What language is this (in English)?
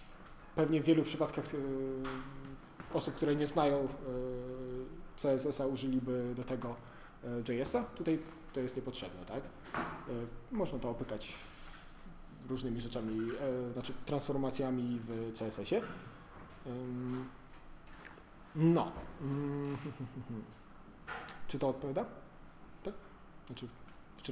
Polish